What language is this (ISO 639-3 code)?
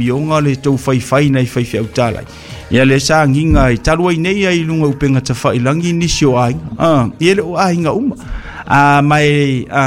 smo